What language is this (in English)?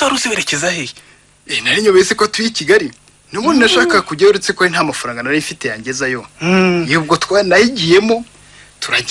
Kinyarwanda